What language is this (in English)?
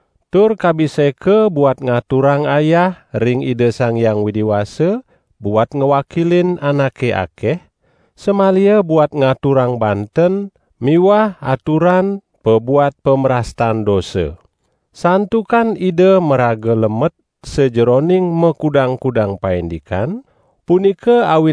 Balinese